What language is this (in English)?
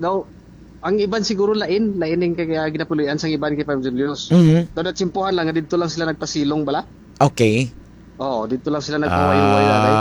Hiligaynon